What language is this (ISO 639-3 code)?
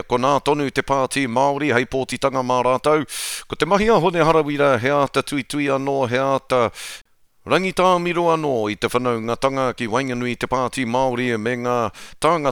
mri